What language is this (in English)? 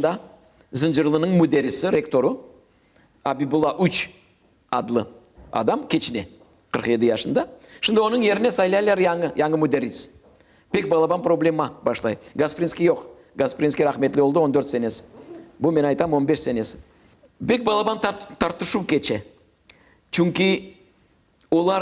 Crimean Tatar